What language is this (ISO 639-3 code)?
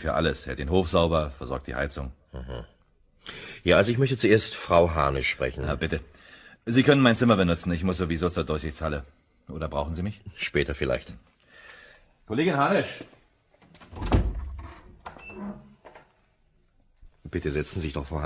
deu